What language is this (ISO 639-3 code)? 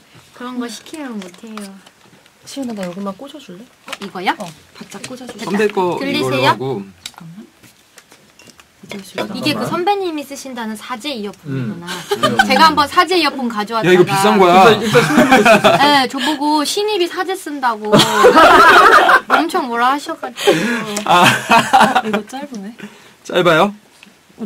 kor